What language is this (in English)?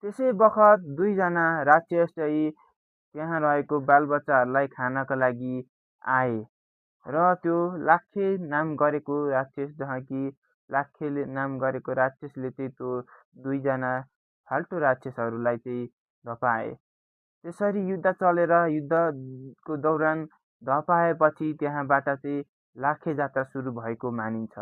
Nepali